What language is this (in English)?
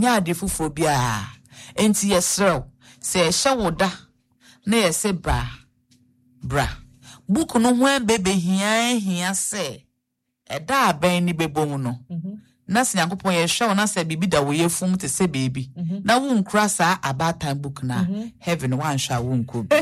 Akan